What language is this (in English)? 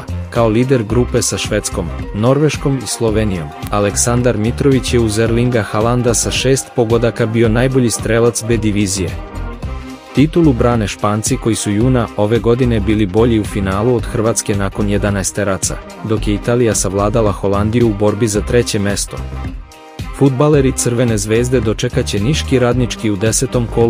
Serbian